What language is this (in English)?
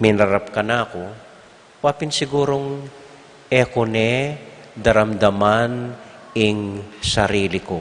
Pampanga